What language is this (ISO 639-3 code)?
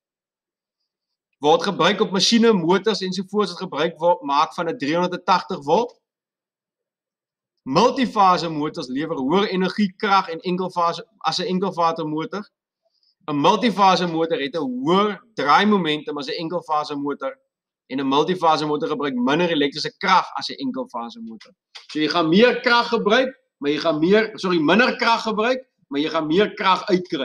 afr